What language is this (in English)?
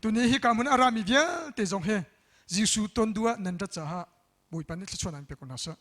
Hakha Chin